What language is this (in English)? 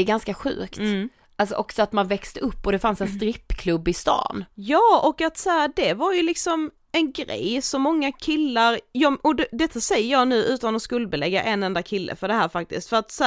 Swedish